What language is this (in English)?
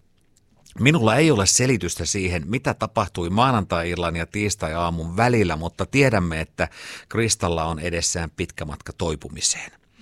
Finnish